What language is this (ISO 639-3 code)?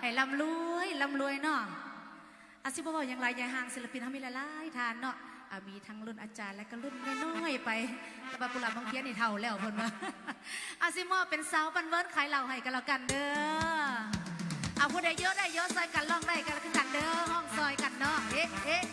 lao